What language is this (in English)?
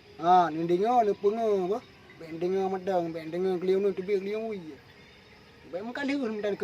Achinese